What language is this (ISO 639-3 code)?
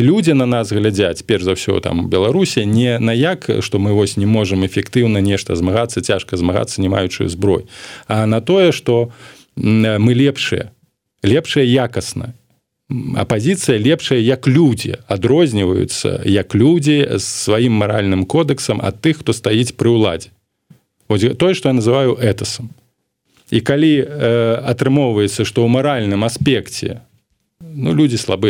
bel